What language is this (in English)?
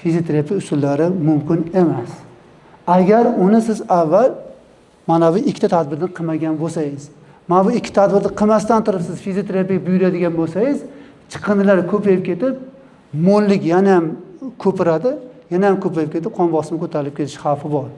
Uzbek